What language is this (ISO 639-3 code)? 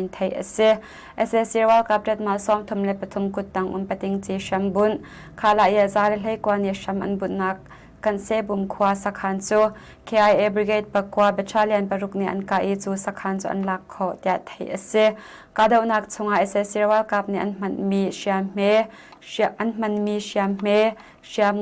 cnh